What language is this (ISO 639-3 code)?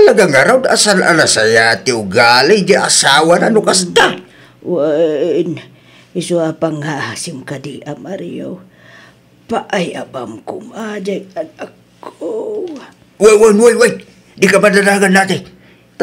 ilo